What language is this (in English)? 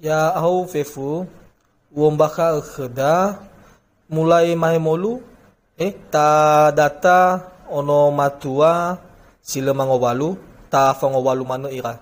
Nias